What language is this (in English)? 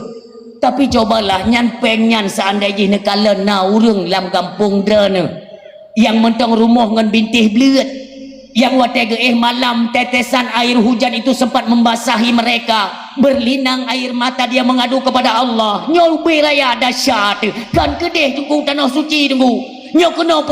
Achinese